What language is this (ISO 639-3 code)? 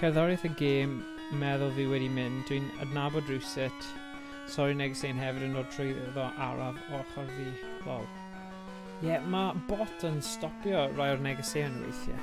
cym